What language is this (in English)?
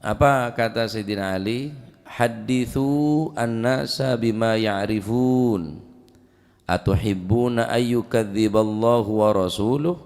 Madurese